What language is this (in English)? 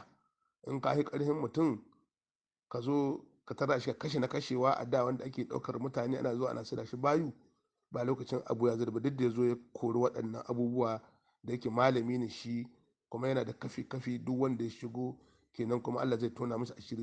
Hausa